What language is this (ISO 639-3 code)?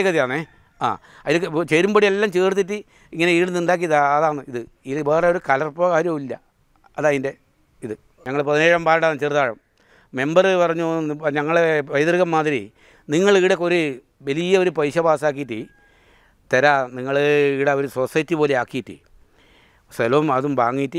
mal